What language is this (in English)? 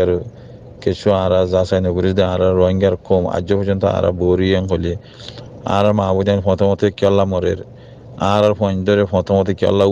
Rohingya